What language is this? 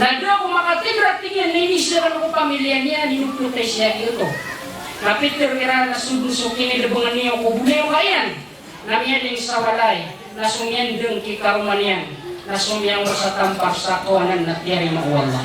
Maranao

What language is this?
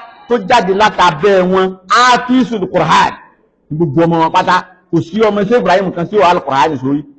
Yoruba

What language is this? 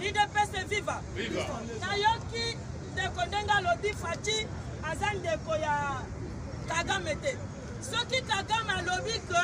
Lingala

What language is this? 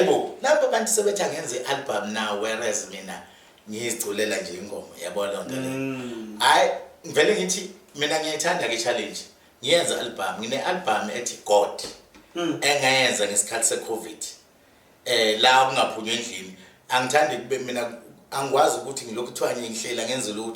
Zulu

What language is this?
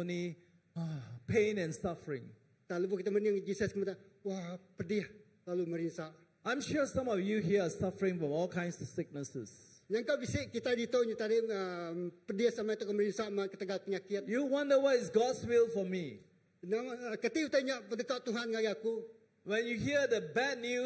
Iban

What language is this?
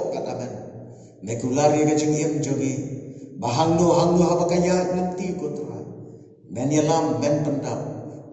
Khasi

